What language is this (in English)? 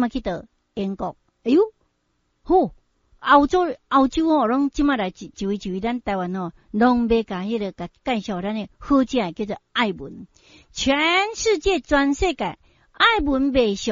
Min Nan Chinese